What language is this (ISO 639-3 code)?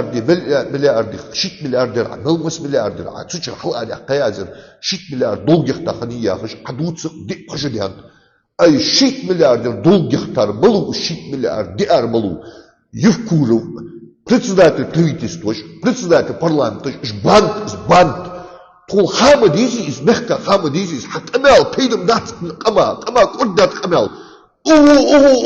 inh